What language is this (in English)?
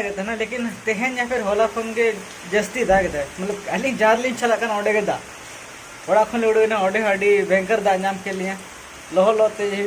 Santali